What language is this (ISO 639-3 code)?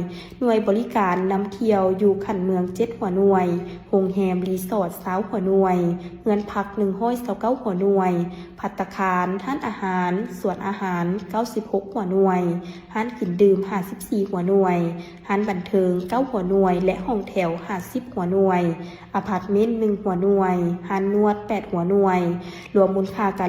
lao